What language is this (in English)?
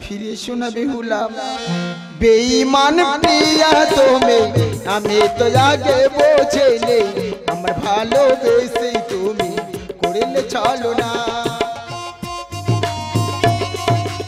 Bangla